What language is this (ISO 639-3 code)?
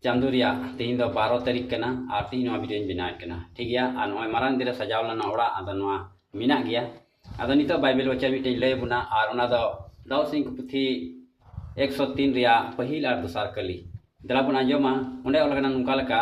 sat